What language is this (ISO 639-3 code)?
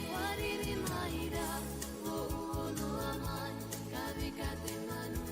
tah